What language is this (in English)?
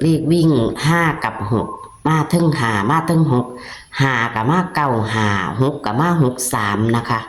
Northeastern Thai